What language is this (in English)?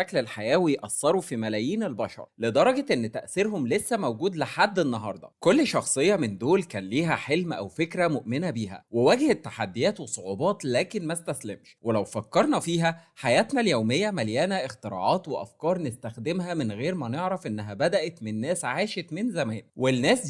Egyptian Arabic